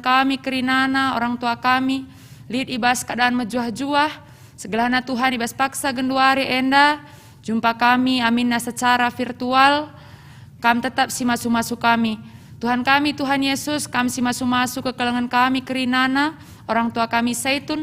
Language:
Batak Karo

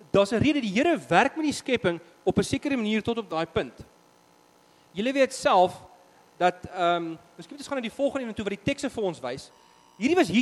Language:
Afrikaans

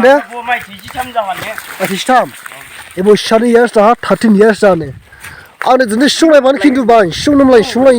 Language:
Dimasa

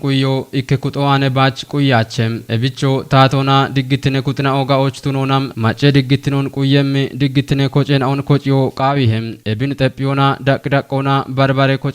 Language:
Kafa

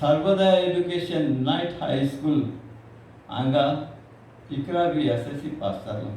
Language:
Konkani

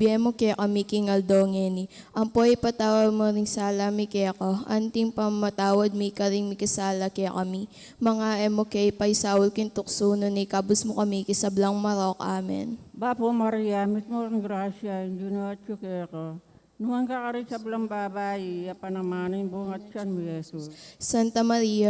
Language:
Pampanga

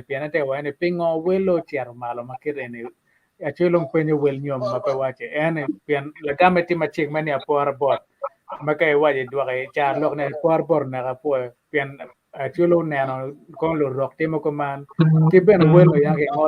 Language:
Acoli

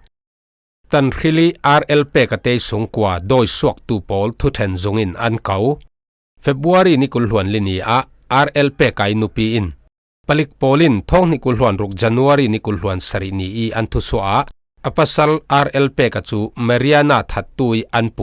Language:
Falam Chin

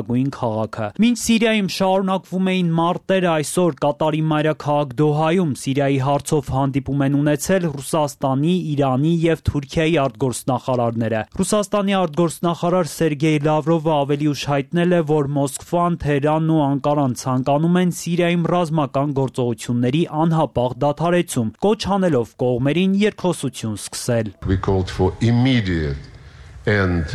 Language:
Armenian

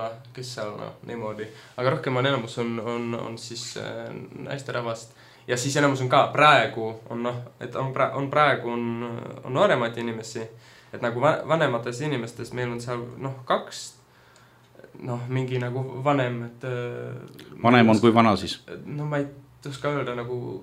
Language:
Estonian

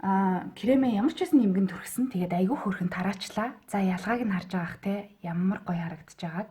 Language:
Mongolian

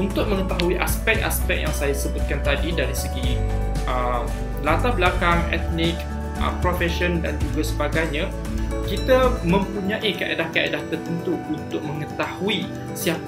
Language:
Malay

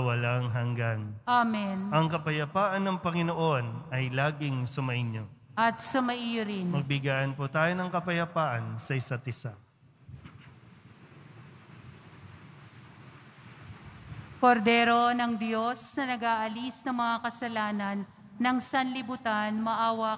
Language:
Filipino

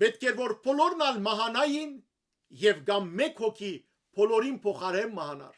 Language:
Western Armenian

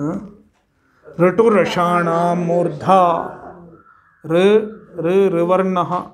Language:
Sanskrit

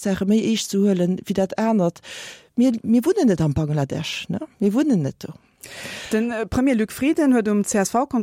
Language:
Luxembourgish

